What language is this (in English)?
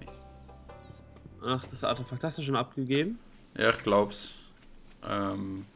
Swiss German